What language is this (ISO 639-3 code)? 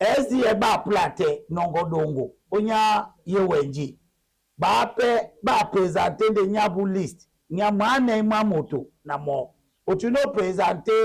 dua